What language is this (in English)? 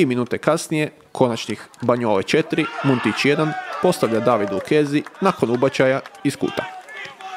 Croatian